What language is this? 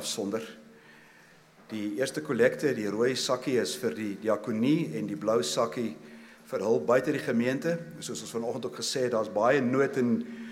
Afrikaans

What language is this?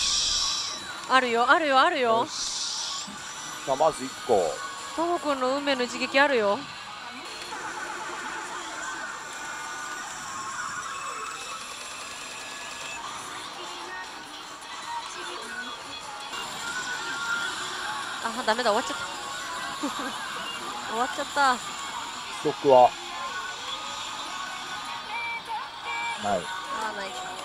Japanese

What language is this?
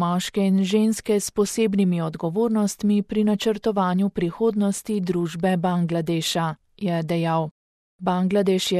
Slovenian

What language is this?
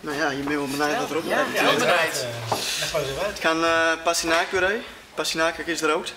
Western Frisian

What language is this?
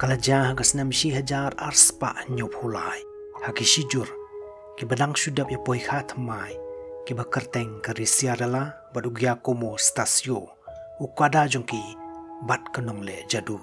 Khasi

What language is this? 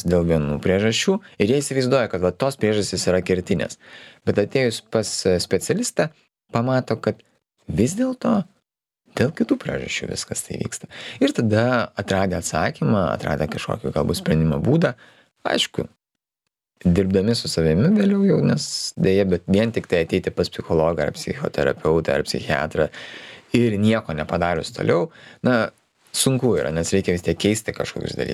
Lithuanian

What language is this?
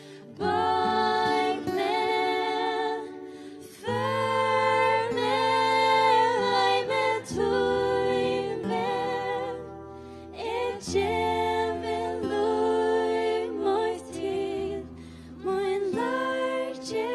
Faroese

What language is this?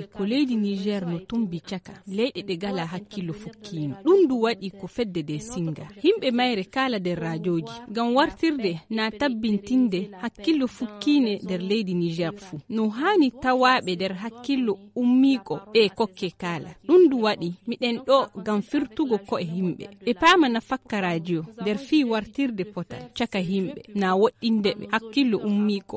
Nigerian Fulfulde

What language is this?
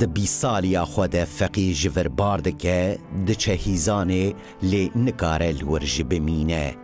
Kurdish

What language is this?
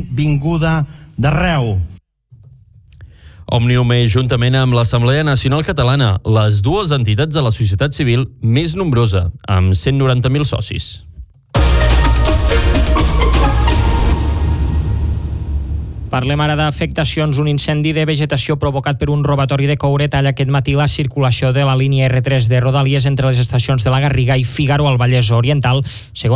Catalan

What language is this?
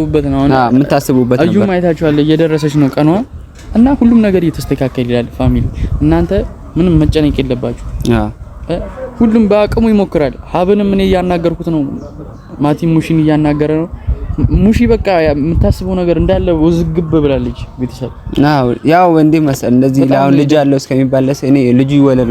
Amharic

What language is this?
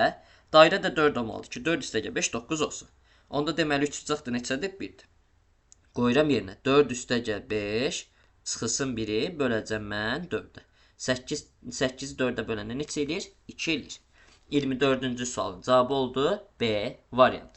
Azerbaijani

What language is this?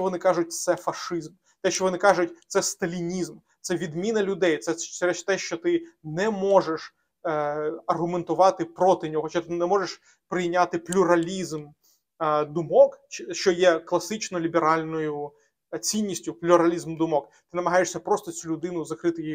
Ukrainian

